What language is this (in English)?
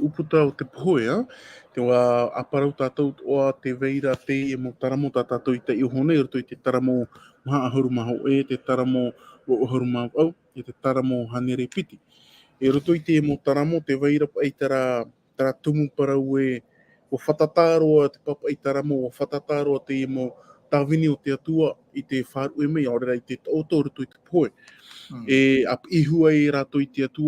Tahitian